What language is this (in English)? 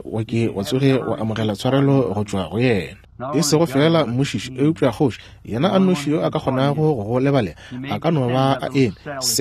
Northern Sotho